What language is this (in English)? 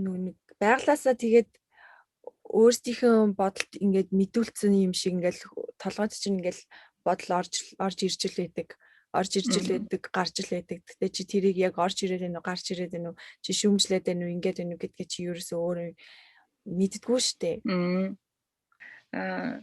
Mongolian